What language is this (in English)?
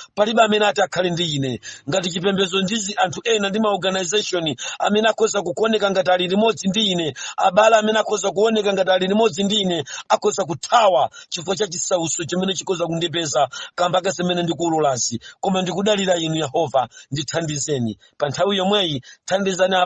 Nyanja